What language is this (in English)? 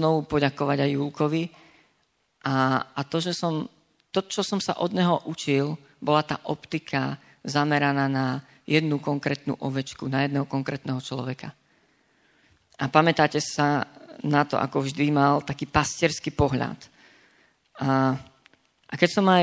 Slovak